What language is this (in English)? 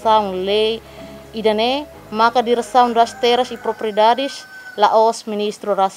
Tetum